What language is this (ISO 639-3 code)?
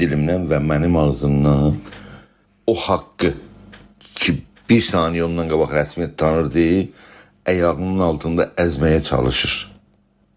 azb